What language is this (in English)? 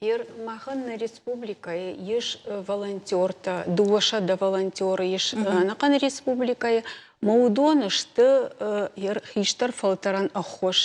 Ossetic